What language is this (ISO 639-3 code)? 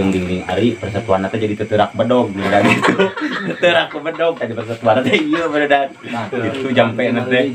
sun